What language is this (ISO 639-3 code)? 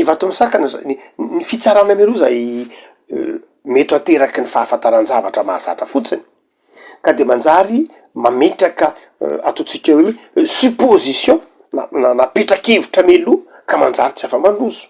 mlg